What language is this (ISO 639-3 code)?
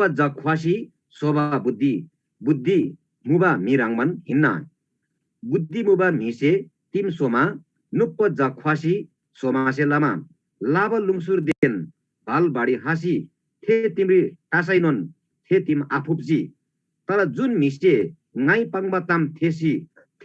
taj